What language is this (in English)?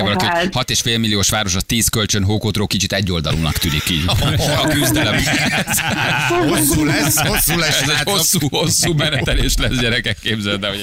Hungarian